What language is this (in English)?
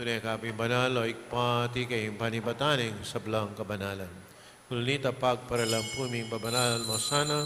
Pampanga